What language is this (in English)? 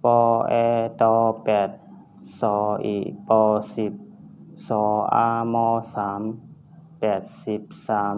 Shan